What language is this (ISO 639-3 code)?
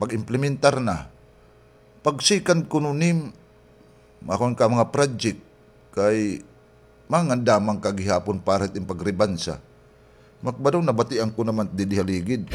war